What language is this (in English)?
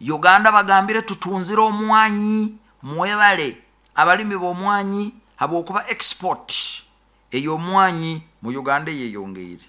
Nyoro